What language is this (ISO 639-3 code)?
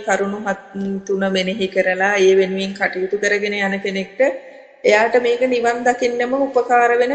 sin